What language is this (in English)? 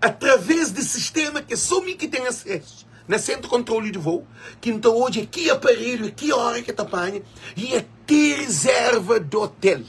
Kabuverdianu